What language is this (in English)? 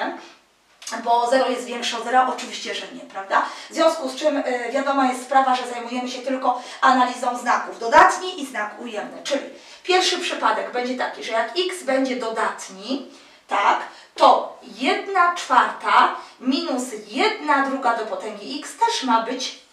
Polish